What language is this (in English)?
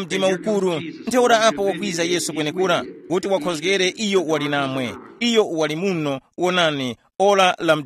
Tumbuka